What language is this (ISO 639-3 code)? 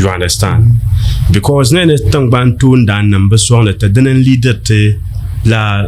dag